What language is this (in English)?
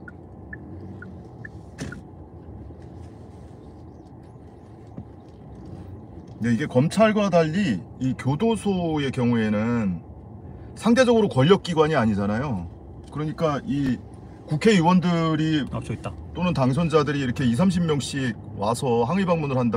Korean